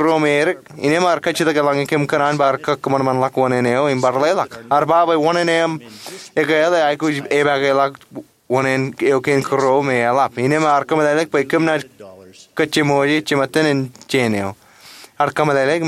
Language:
Marshallese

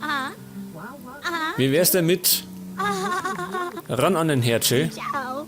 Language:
Bavarian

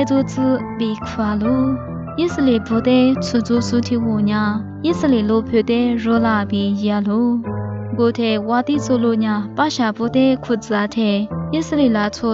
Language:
Lisu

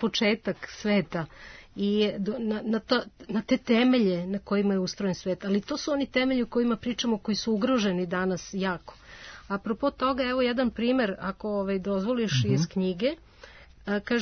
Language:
Serbian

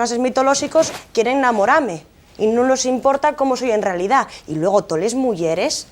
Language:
Asturian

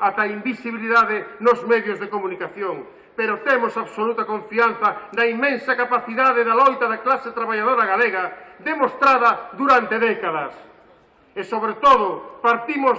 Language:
Galician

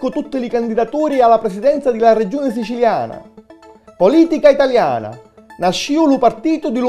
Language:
Sicilian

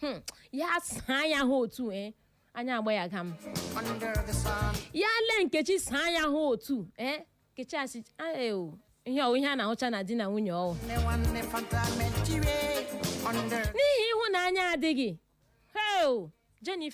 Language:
Igbo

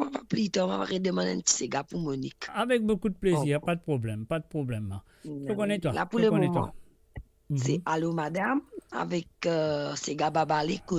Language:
Morisyen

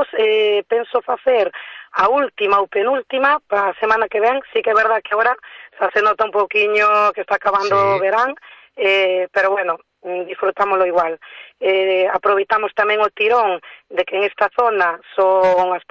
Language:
Galician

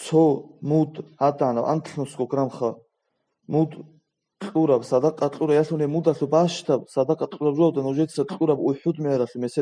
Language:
Avaric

